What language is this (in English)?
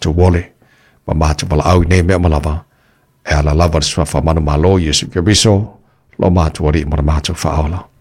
Samoan